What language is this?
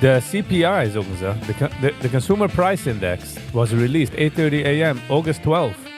Yiddish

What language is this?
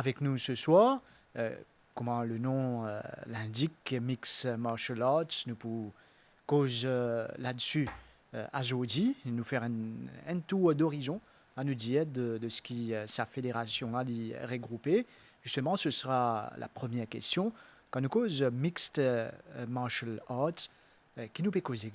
Morisyen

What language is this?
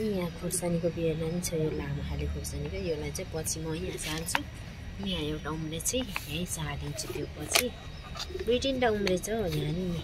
Nepali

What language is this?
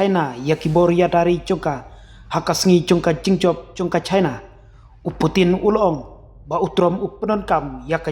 Khasi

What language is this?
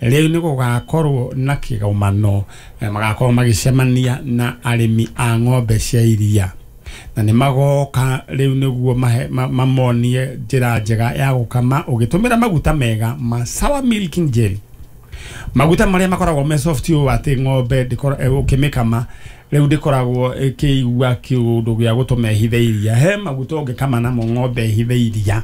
Kikuyu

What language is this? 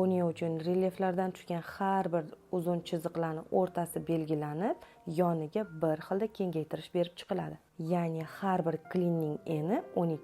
Uzbek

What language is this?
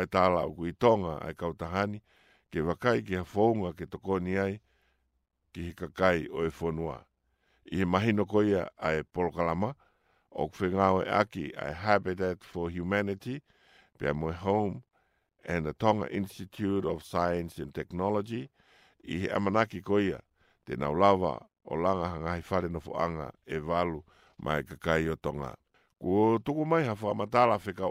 Tongan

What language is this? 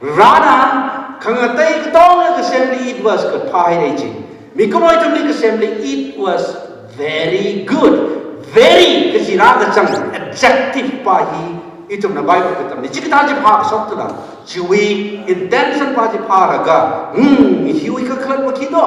Tangkhul Naga (India)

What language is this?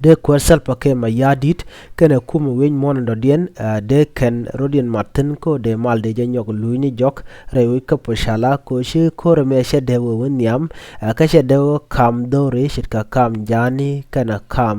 Nuer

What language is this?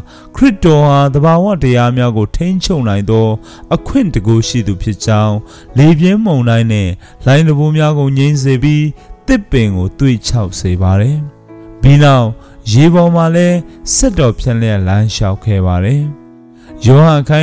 Burmese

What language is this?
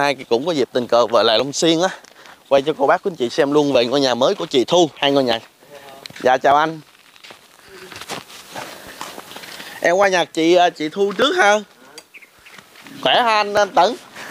Vietnamese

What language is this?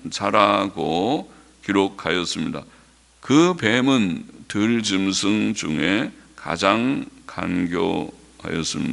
Korean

